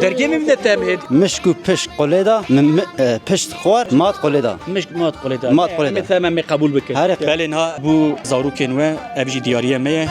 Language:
Kurdish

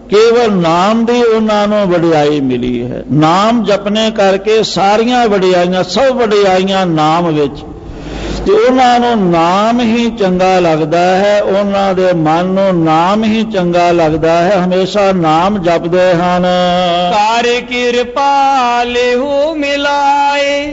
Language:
Punjabi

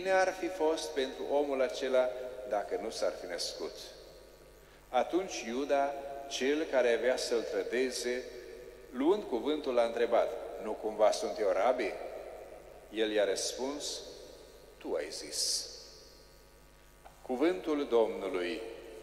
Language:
Romanian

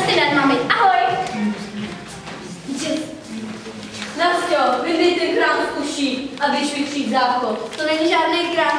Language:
Czech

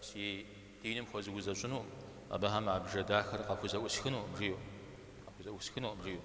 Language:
Kabardian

